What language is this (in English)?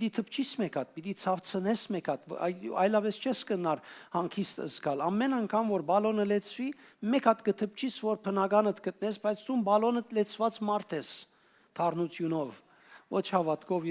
Western Armenian